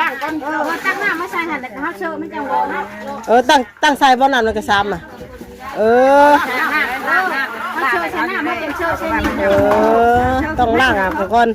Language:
Northeastern Thai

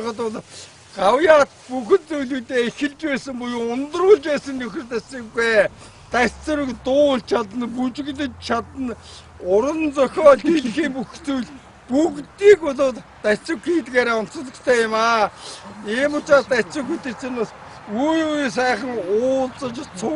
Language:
Mongolian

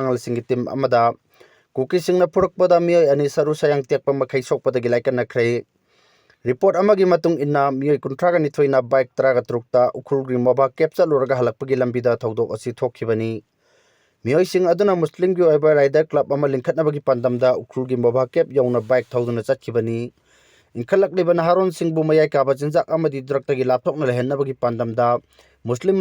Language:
Manipuri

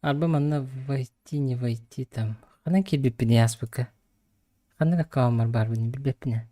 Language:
Yakut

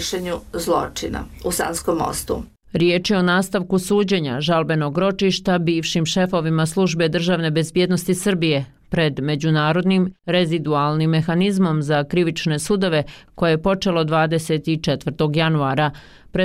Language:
Bosnian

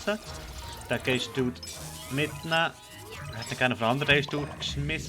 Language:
Swiss German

